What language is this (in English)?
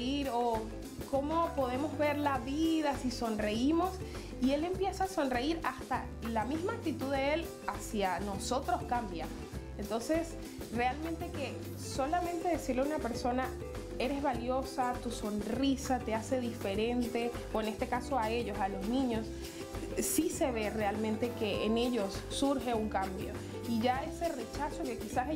Spanish